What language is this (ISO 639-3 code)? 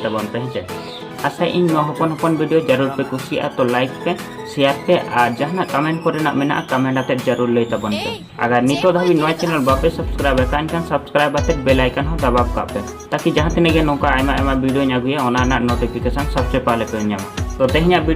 sat